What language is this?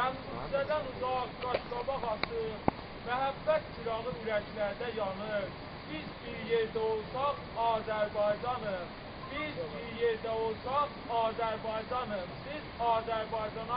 South Azerbaijani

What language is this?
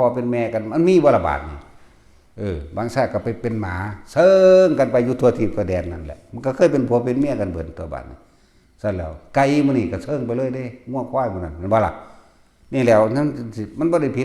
Northeastern Thai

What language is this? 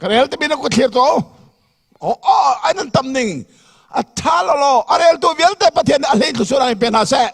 Hakha Chin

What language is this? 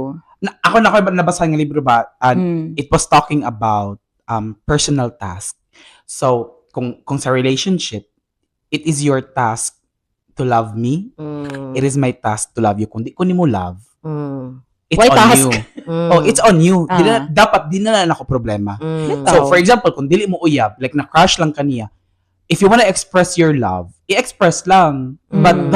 Cebuano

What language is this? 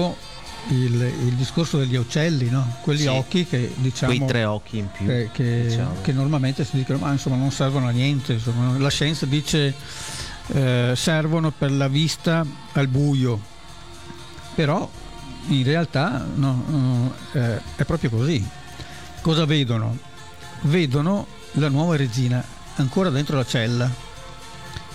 Italian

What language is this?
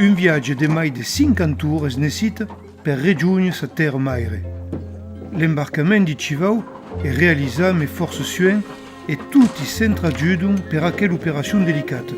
Occitan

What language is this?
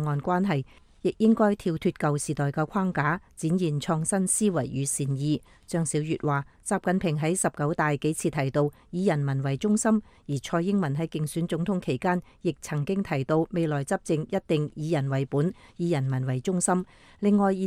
Cantonese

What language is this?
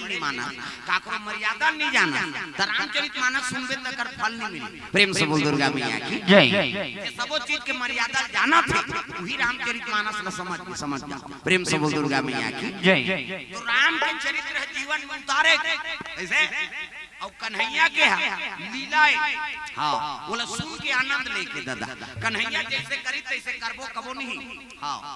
Chhattisgarhi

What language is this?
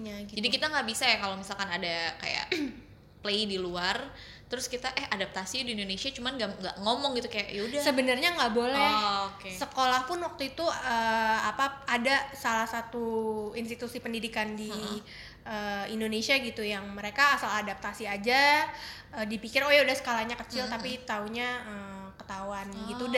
Indonesian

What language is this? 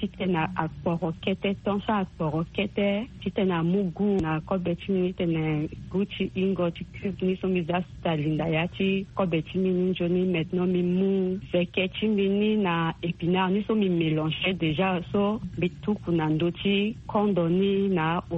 Sango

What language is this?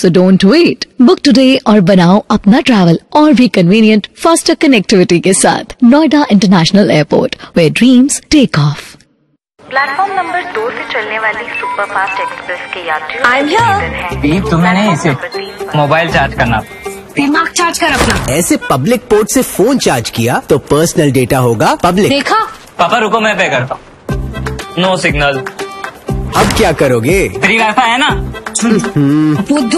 Hindi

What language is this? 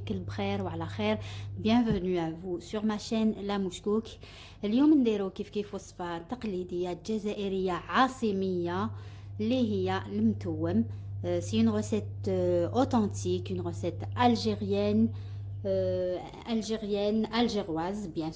Algerian Arabic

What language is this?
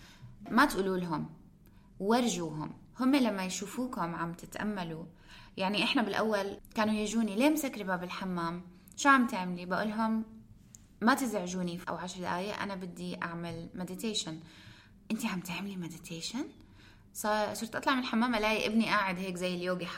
North Levantine Arabic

